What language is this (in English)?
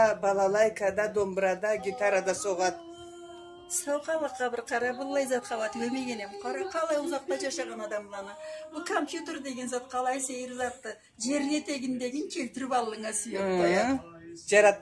Karachay-Balkar